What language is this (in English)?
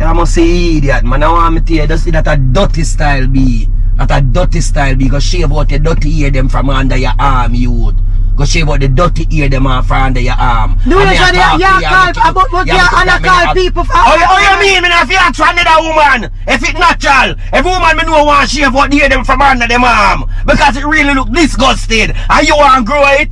Jamaican Creole English